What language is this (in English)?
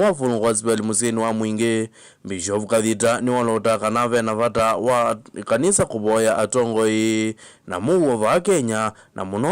Kamba